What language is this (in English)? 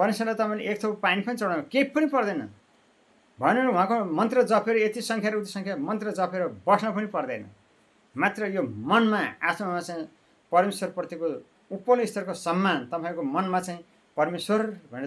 Nepali